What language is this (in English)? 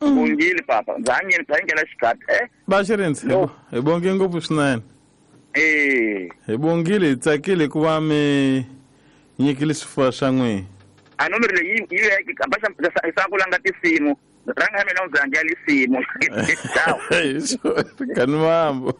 Tsonga